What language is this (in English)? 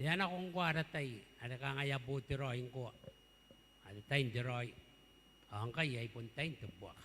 Gilbertese